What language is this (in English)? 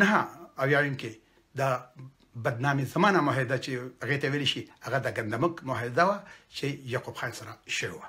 Pashto